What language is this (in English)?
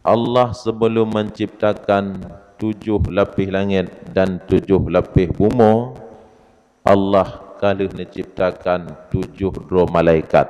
Achinese